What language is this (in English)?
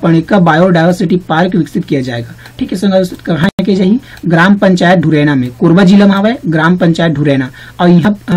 Chhattisgarhi